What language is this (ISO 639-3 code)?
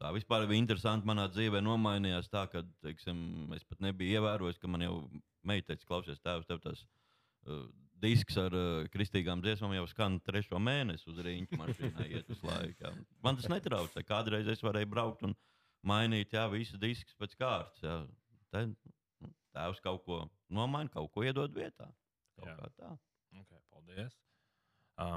lav